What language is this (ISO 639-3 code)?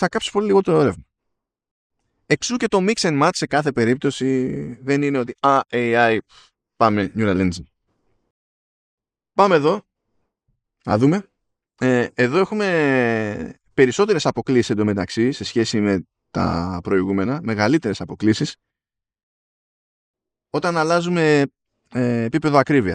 ell